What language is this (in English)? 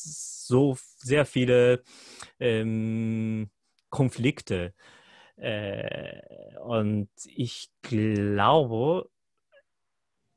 German